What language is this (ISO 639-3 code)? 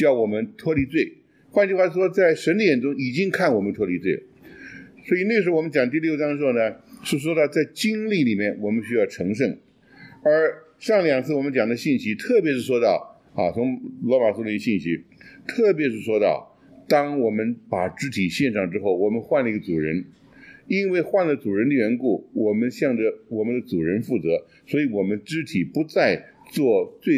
zho